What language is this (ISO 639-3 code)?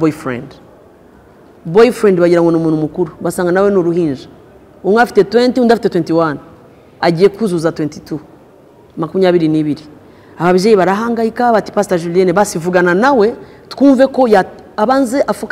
kin